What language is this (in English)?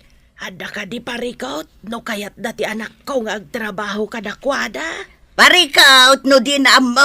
Iloko